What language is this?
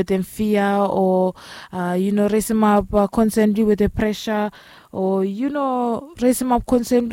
Bislama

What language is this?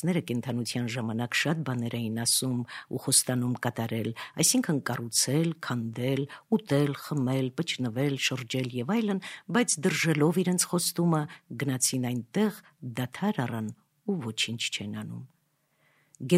Armenian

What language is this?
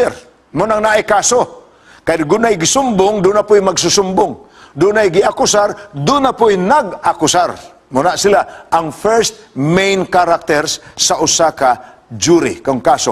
Cebuano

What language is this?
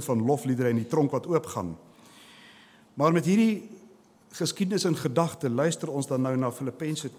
Afrikaans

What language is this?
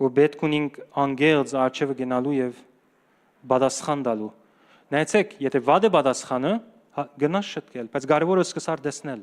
Western Armenian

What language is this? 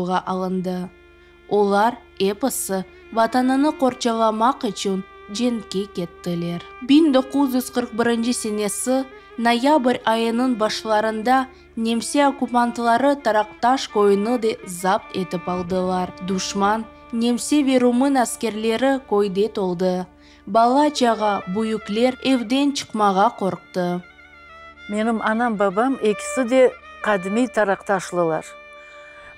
Crimean Tatar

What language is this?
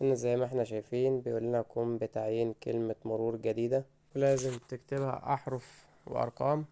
Egyptian Arabic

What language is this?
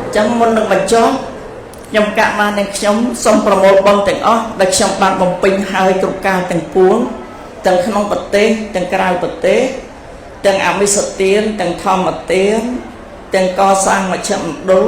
Khmer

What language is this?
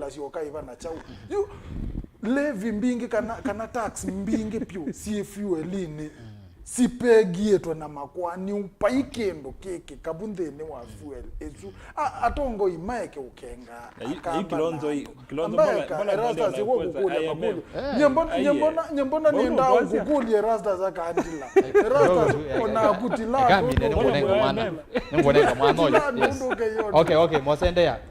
Kamba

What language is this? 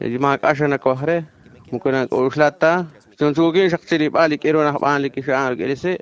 Kekchí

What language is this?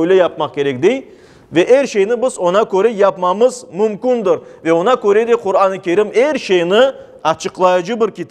Crimean Tatar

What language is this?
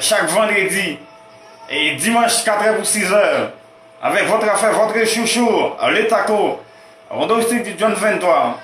Haitian Creole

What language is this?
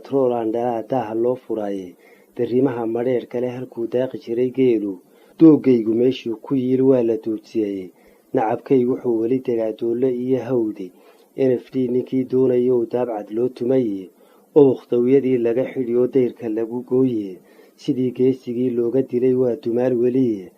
Somali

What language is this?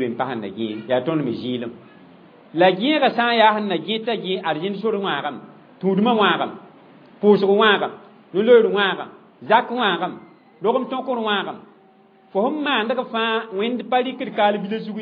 Mossi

